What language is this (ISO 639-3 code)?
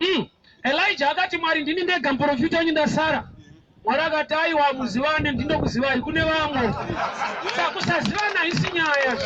sna